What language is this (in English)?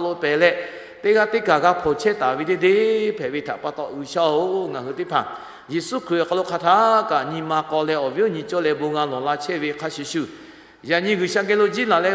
Lahu